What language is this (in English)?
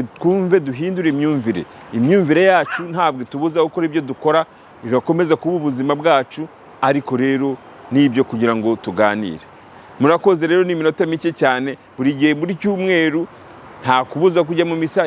Kinyarwanda